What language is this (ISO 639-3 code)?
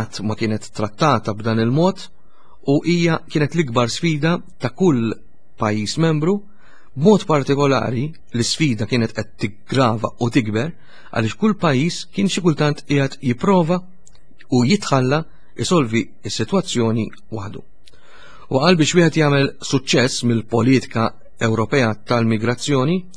mlt